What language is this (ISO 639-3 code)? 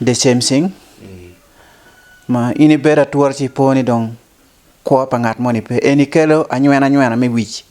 ach